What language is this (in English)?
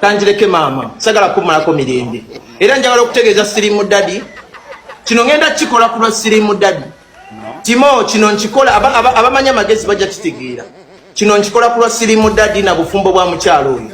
Ganda